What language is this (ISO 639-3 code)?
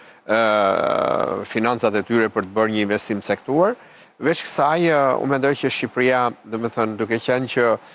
sqi